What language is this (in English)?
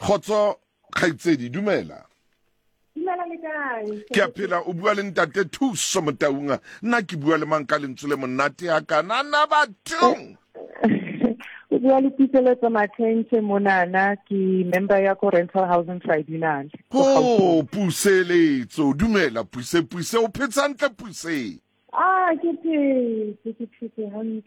Southern Sotho